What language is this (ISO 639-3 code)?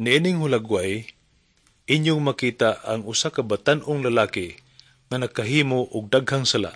ceb